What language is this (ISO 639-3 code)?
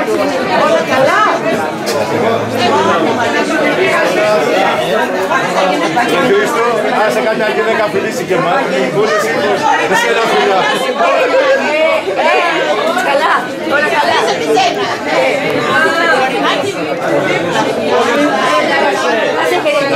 ell